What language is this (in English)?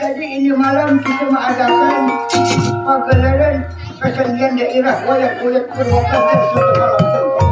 Banjar